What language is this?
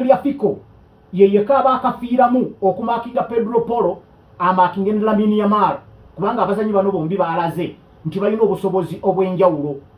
Ganda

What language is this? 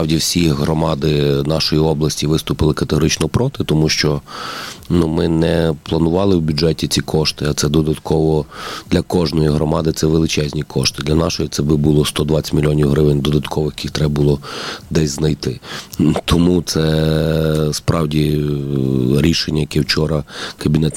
Ukrainian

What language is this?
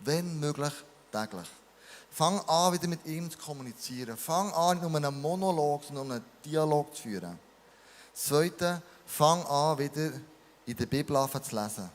Swiss German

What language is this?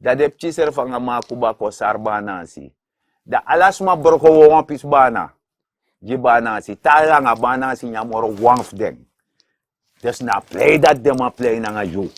Sranan Tongo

